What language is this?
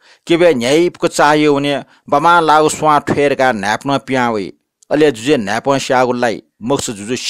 Newari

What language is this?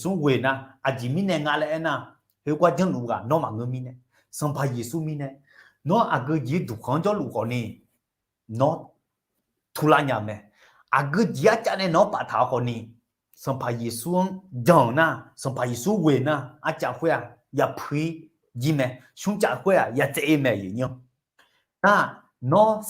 Akha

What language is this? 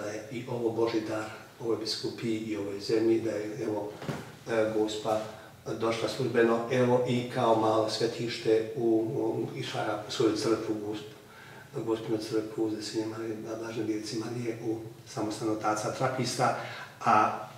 Croatian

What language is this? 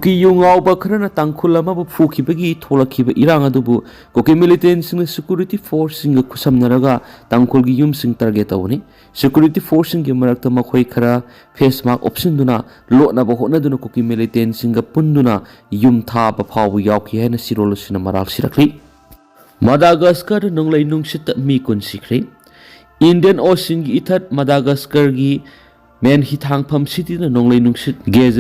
Manipuri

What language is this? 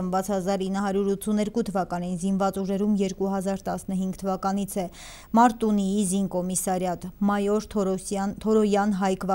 Armenian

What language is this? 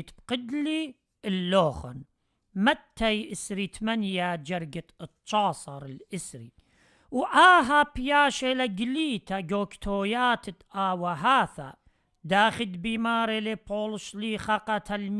Assyrian Neo-Aramaic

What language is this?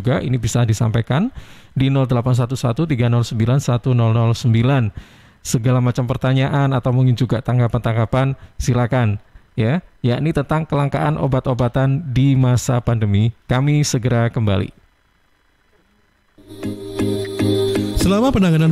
Indonesian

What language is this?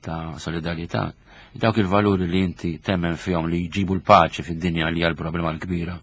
Maltese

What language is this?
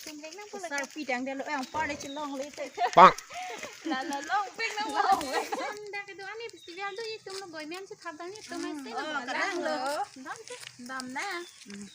Karbi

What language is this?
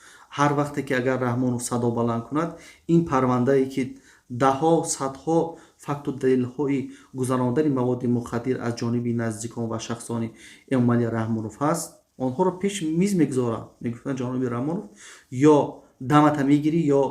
Tajik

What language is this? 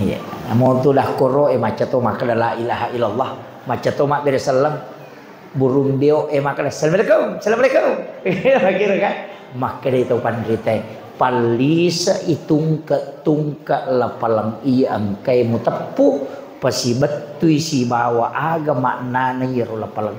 Buginese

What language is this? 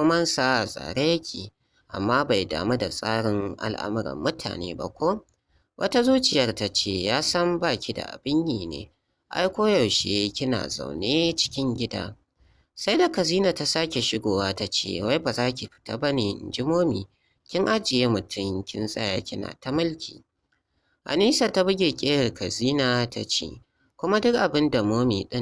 Hausa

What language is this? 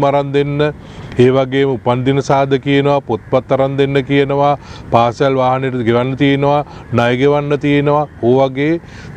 Sinhala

